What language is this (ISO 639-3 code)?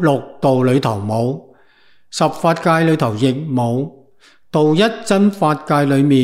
yue